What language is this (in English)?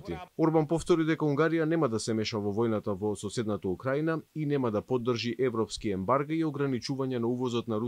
Macedonian